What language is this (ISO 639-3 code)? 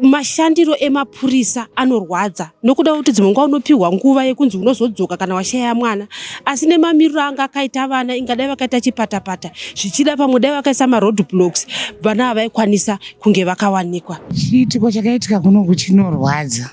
sna